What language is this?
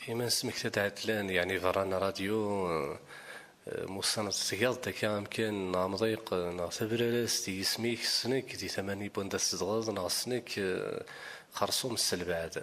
Kabyle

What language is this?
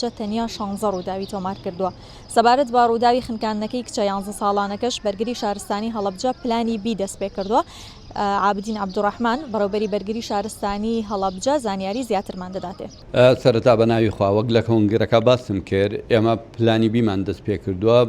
Central Kurdish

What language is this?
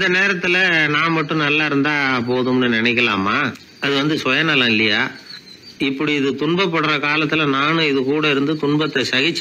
Tamil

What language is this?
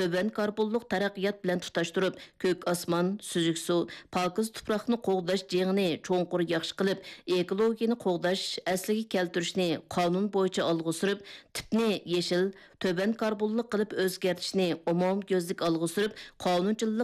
Uyghur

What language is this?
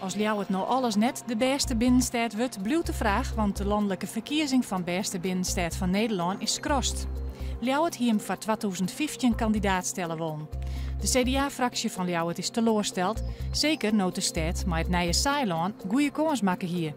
Western Frisian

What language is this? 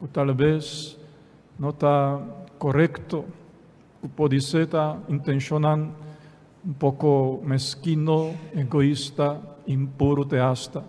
Papiamento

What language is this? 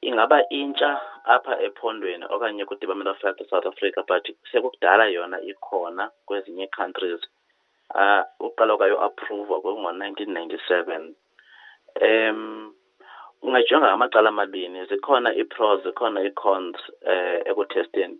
Xhosa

